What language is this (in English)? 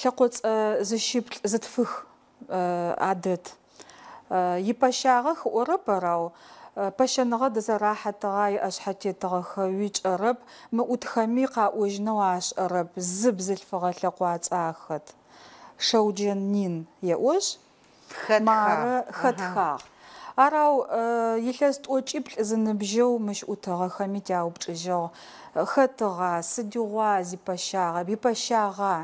Adyghe